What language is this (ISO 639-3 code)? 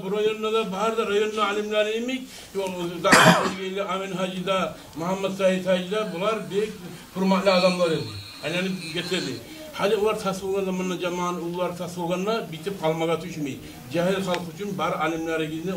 kum